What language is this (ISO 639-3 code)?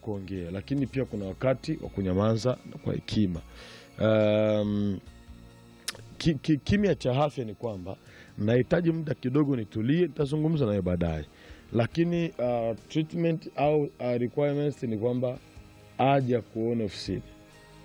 swa